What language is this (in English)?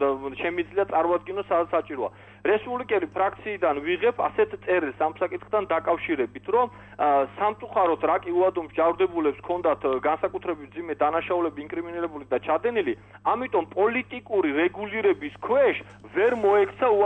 Georgian